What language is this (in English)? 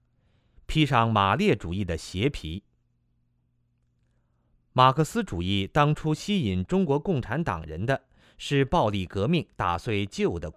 Chinese